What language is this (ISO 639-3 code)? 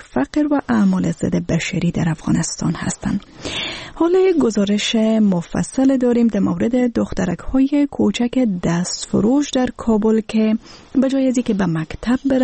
fas